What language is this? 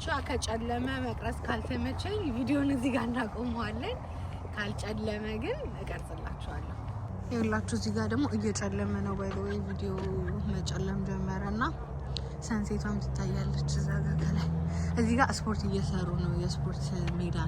Amharic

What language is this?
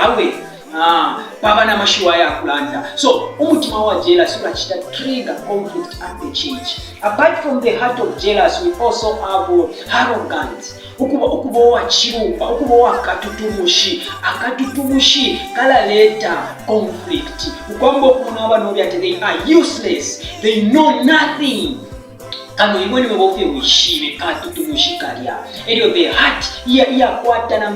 Bemba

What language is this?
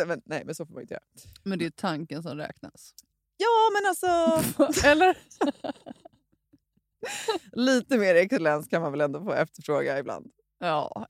Swedish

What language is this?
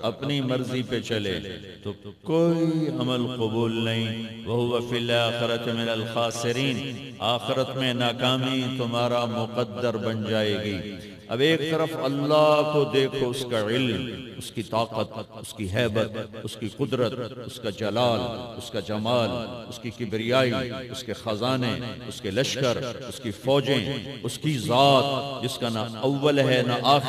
Urdu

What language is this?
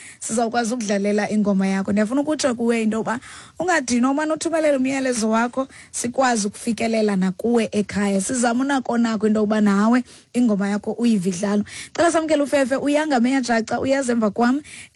Xhosa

